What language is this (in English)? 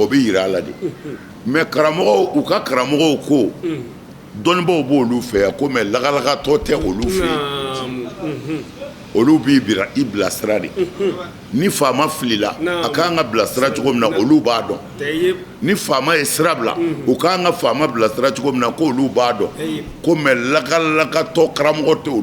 Bambara